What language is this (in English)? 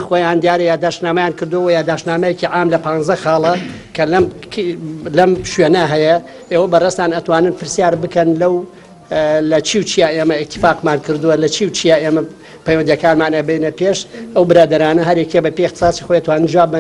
Central Kurdish